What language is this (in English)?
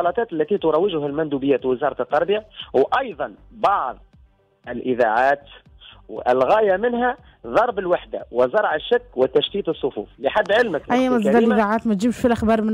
Tunisian Arabic